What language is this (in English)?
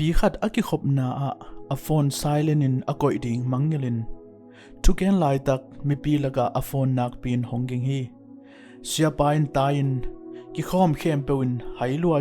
Tedim Chin